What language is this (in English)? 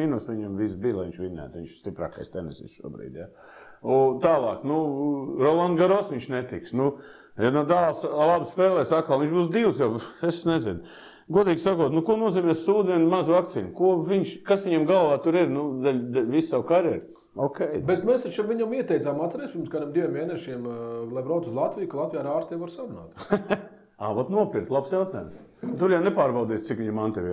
Latvian